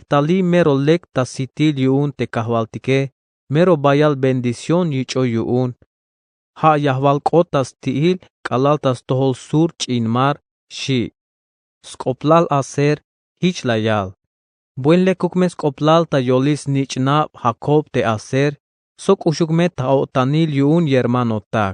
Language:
Tzeltal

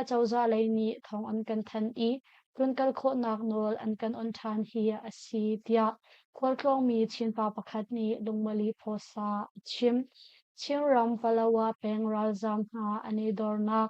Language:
Hakha Chin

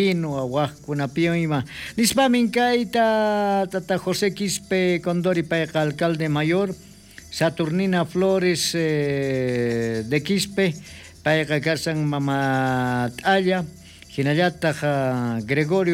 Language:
South Bolivian Quechua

